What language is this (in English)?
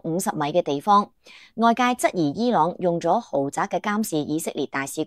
Cantonese